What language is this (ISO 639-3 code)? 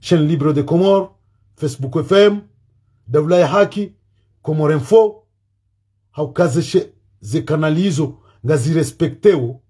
zdj